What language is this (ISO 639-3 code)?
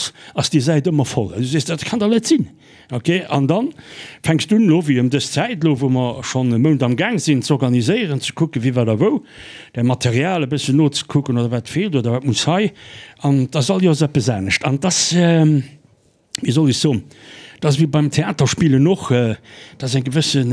ltz